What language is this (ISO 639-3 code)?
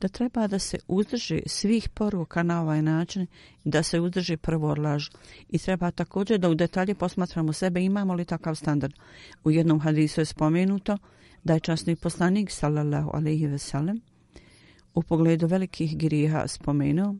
bos